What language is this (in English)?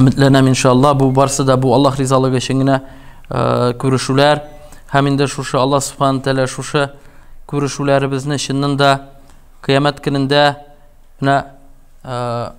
Tatar